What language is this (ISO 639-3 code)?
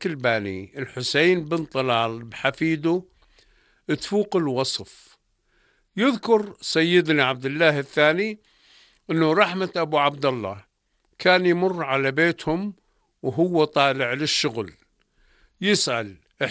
apc